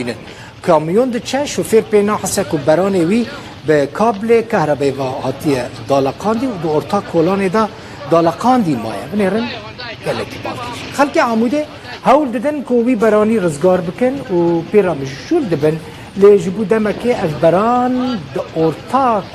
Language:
Kurdish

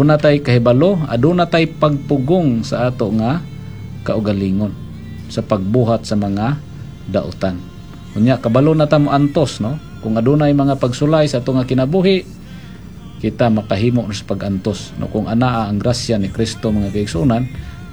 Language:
Cebuano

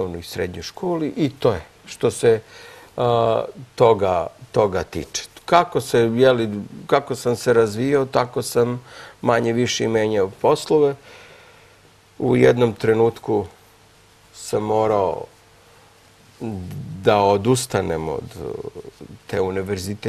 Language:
Serbian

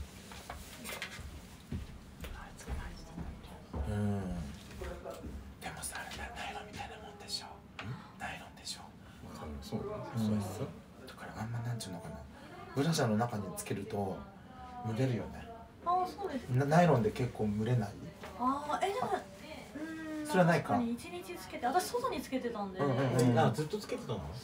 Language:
Japanese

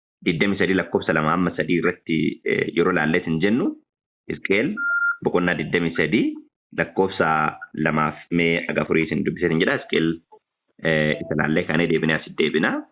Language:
Oromo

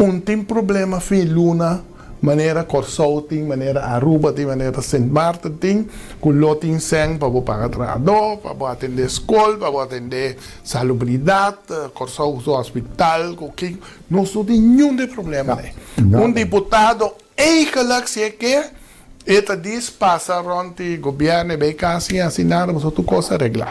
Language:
Papiamento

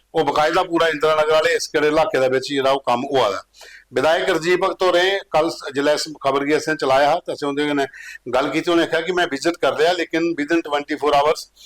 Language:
Dogri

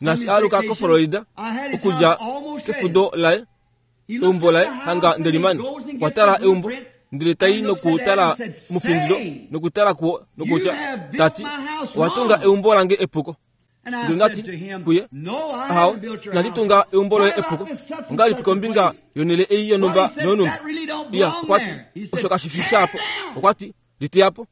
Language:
Kuanyama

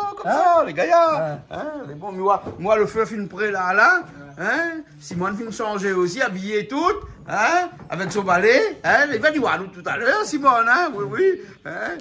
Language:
Réunion Creole French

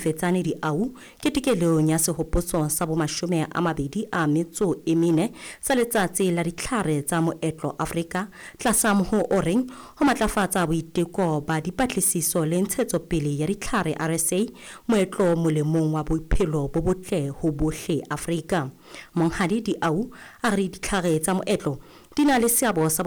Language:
Southern Sotho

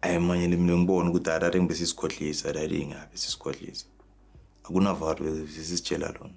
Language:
Zulu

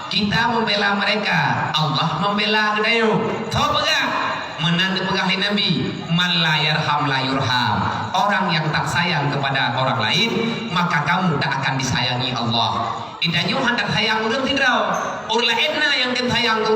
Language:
Achinese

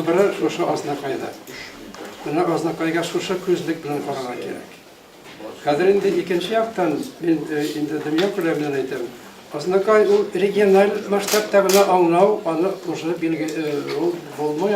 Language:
Tatar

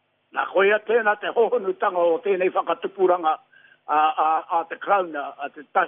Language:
Māori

